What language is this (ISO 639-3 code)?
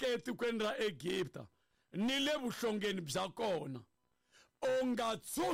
tso